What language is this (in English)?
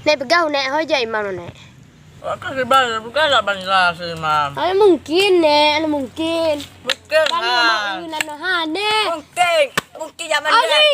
Achinese